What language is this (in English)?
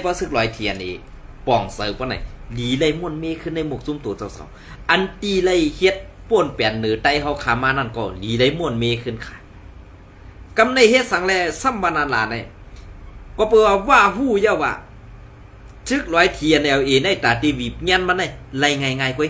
Shan